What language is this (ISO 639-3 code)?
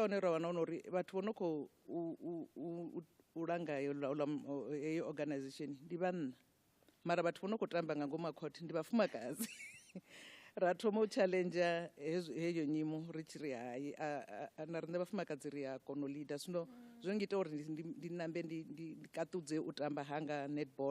ven